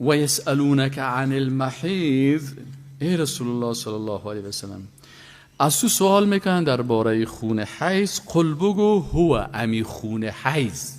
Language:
Persian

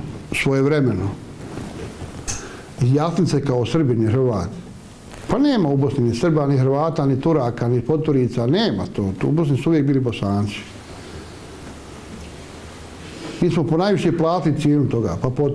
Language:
Bosnian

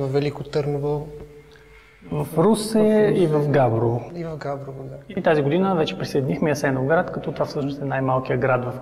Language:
Bulgarian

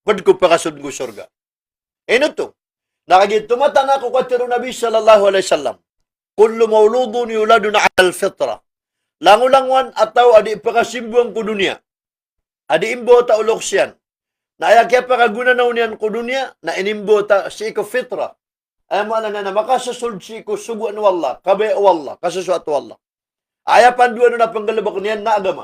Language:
Maranao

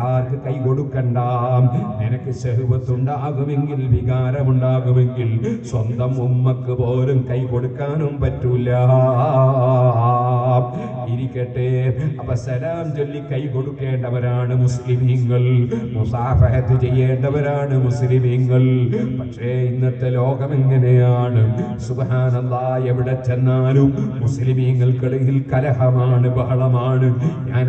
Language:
Malayalam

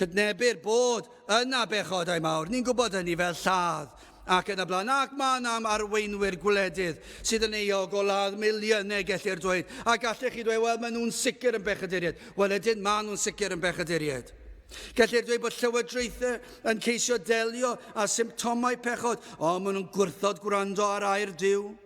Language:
Welsh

